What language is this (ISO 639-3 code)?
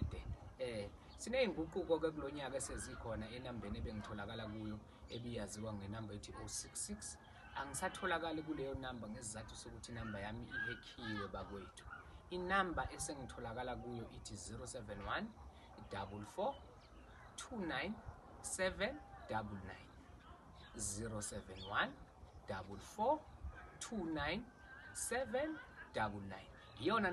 zul